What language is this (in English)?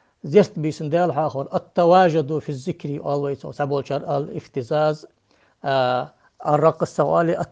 Ingush